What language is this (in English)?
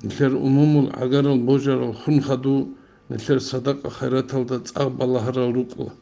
Avaric